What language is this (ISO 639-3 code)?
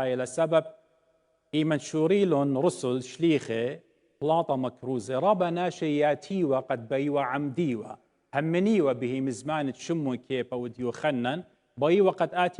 aii